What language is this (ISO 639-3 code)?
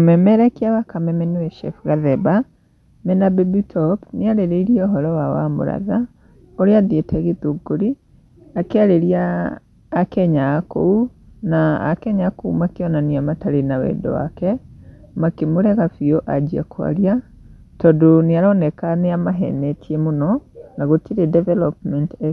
kik